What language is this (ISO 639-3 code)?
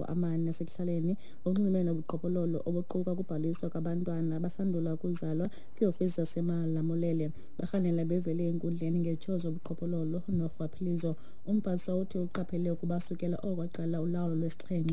xho